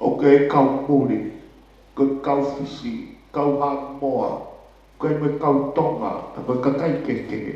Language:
Tongan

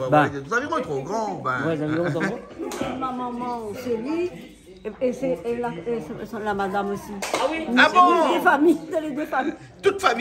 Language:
Réunion Creole French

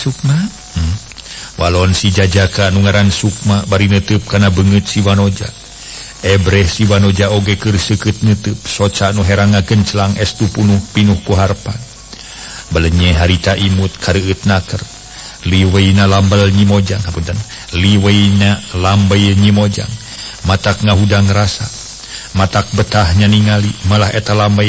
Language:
Sundanese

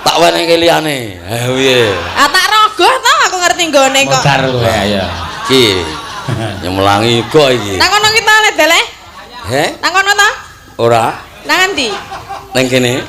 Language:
Javanese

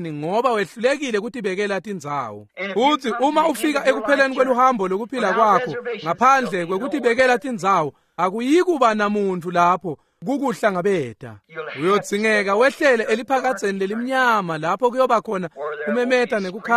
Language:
Swati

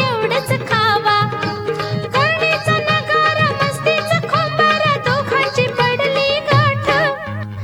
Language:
Marathi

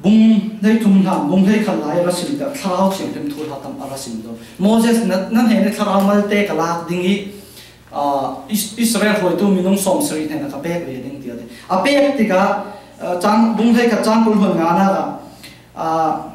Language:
Falam Chin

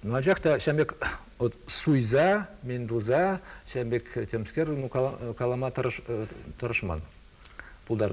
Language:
Chuvash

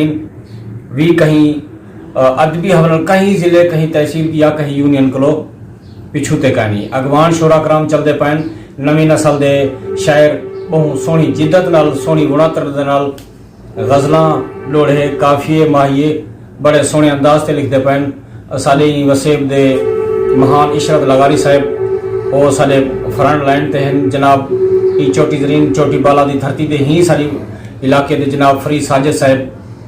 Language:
Saraiki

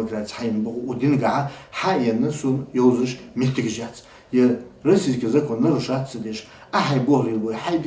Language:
Ingush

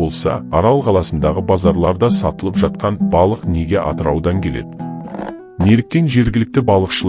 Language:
Kazakh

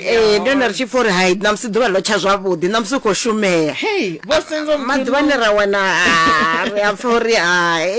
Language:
Venda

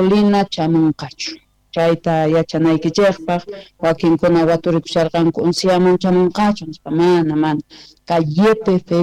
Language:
South Bolivian Quechua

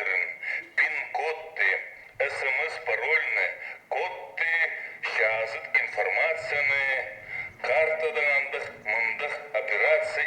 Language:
Khakas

